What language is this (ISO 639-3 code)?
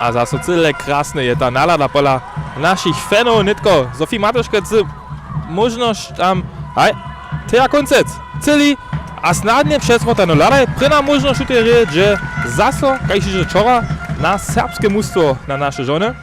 hsb